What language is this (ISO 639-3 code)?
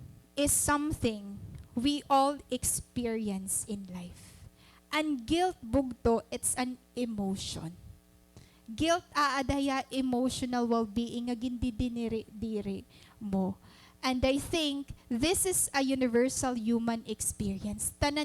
war